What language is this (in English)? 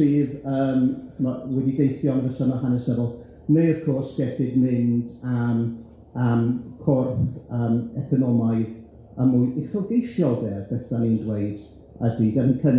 Welsh